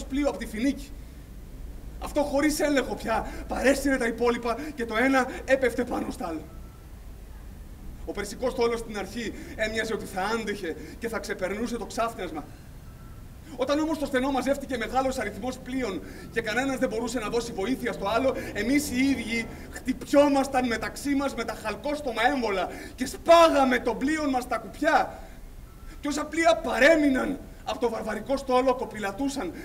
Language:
Greek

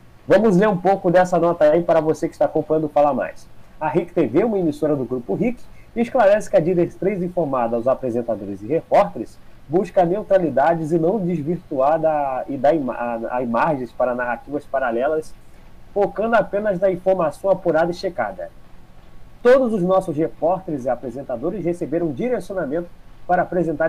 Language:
Portuguese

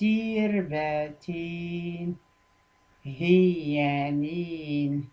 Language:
Tachelhit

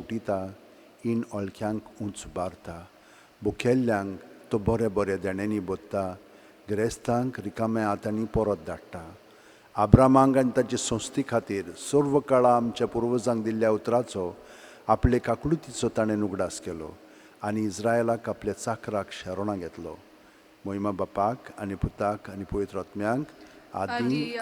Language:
Konkani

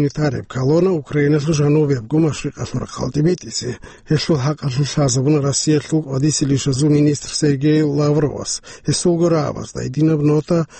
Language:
Avaric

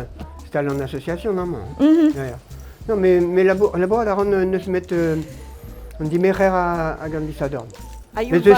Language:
Breton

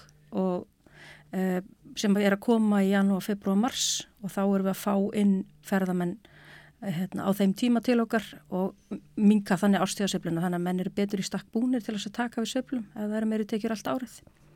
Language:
Icelandic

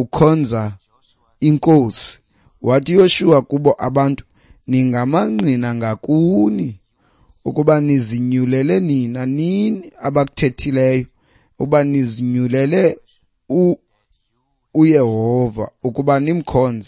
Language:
Xhosa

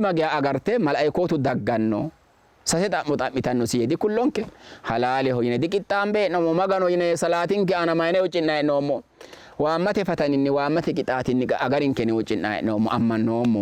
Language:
Sidamo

